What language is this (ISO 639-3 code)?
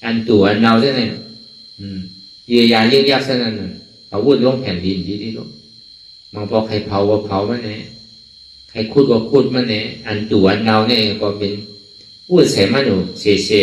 shn